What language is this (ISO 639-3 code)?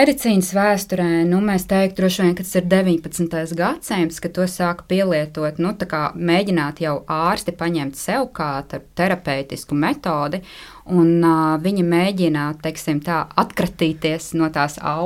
lav